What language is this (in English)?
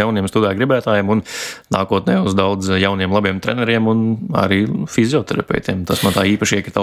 Latvian